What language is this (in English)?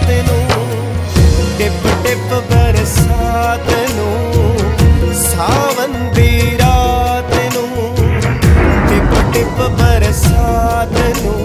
Punjabi